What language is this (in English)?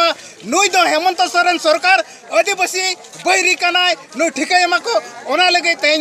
Santali